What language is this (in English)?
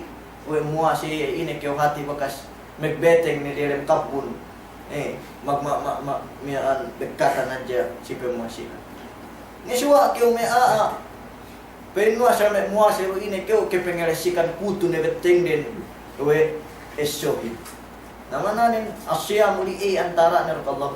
Yakan